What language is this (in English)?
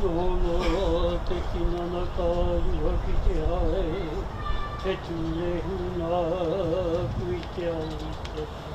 Māori